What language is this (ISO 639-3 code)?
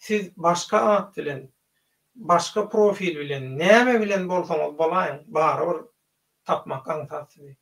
tuk